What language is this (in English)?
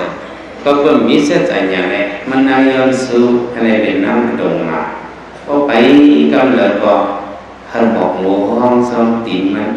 Shan